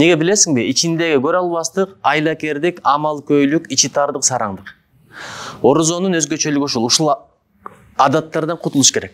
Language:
Kyrgyz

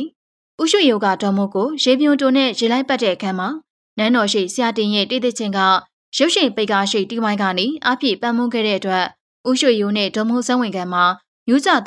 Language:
Burmese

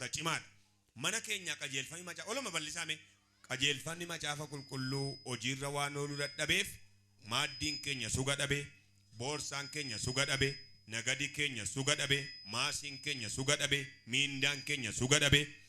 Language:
Oromo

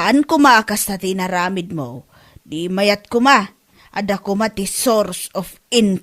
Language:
Iloko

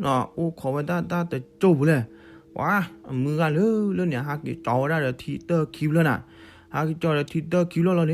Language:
S'gaw Karen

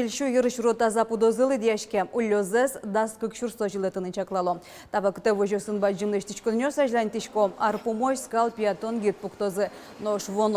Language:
Udmurt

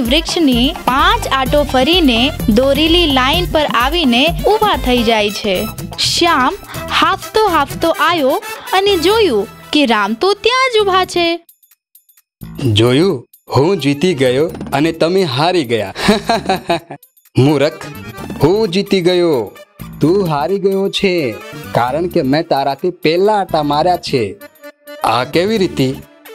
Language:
Gujarati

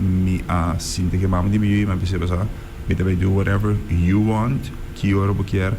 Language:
Papiamento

